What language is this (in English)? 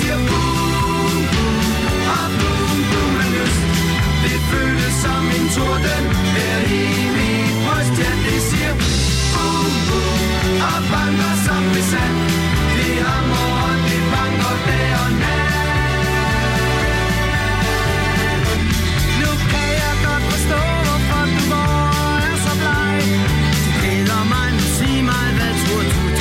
Danish